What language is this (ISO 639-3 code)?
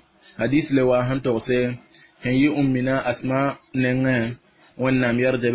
mos